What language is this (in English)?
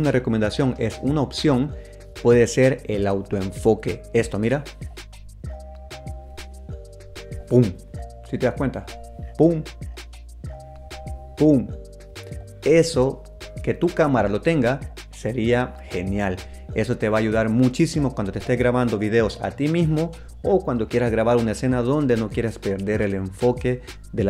Spanish